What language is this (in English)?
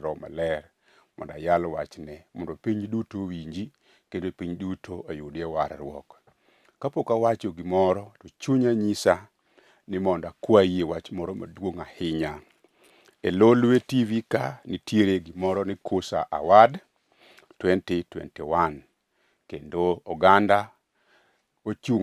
Luo (Kenya and Tanzania)